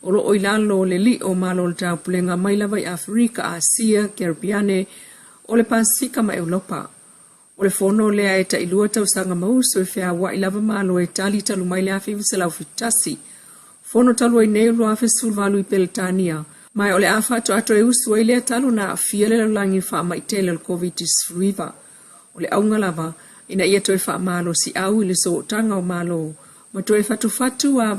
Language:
Samoan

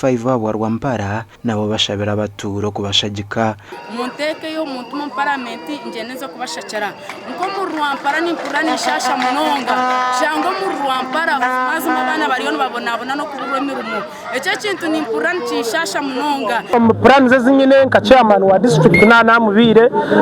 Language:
Nyankole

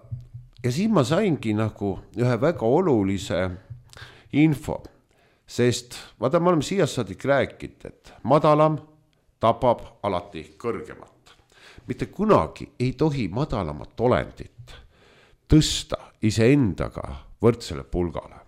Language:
Estonian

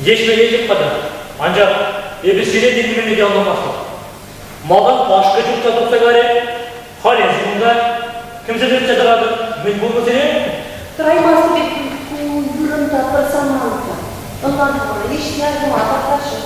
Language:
Chuvash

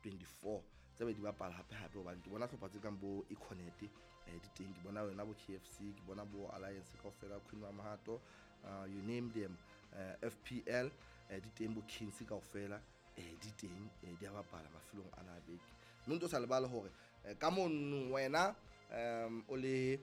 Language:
Southern Sotho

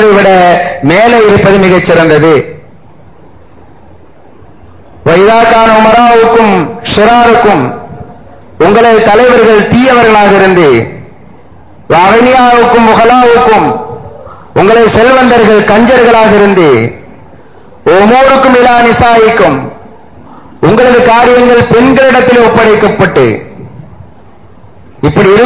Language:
Tamil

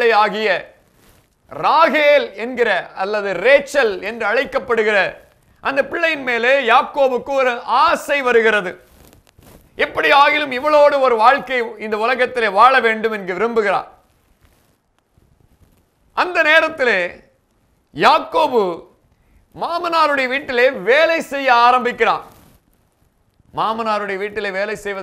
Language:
Tamil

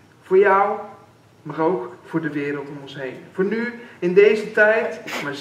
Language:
Dutch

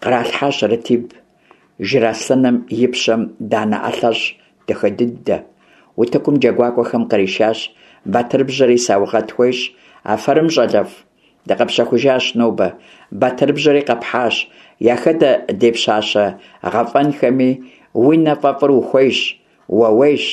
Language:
Kabardian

